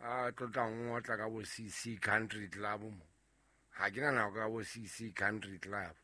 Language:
Southern Sotho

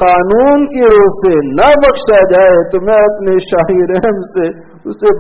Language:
Urdu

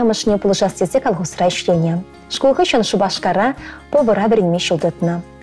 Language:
Chuvash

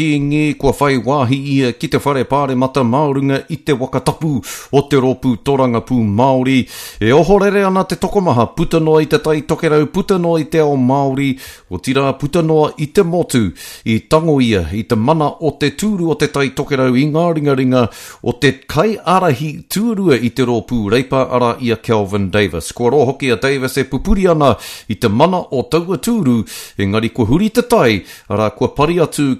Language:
Māori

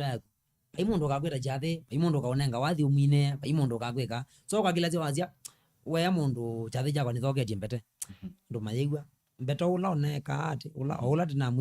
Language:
Kamba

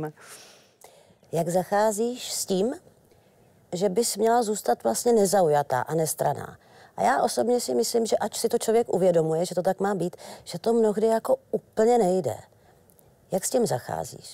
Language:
Czech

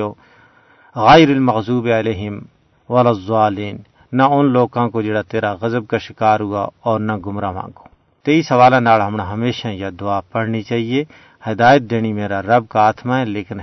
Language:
Gujari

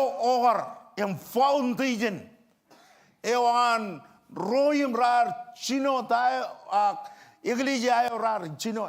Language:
Marshallese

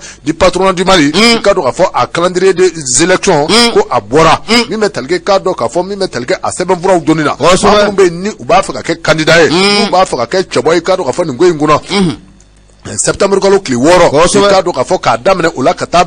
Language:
Bambara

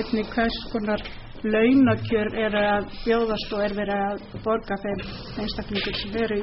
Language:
Icelandic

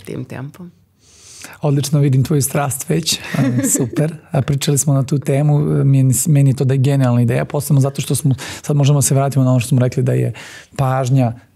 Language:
Serbian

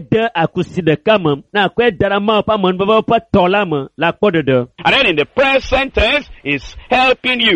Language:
Ewe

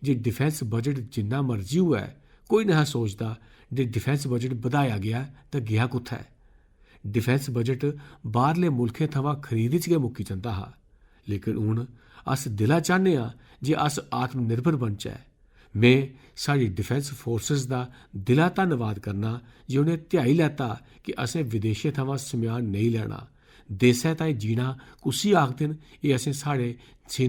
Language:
Dogri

